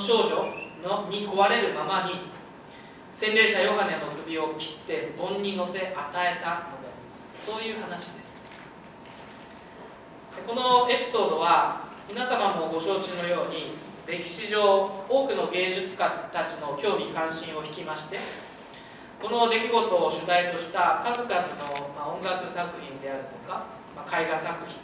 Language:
Japanese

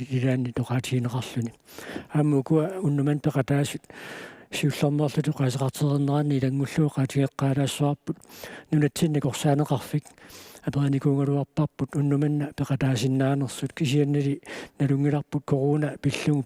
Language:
Kalaallisut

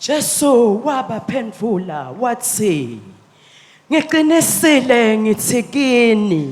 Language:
Swati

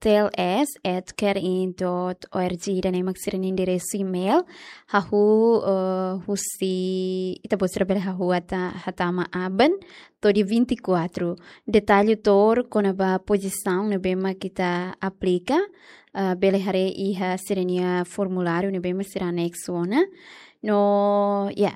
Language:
Tetum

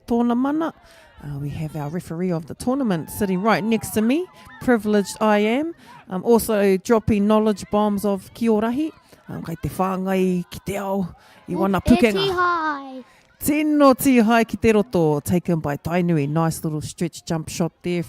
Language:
Māori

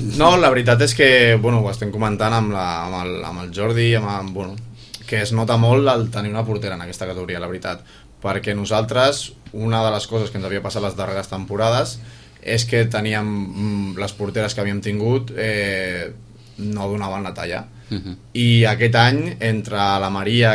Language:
Catalan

